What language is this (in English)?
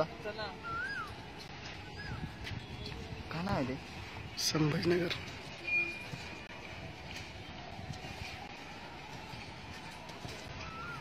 Marathi